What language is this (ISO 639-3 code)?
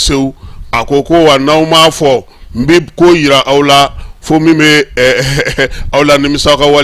bam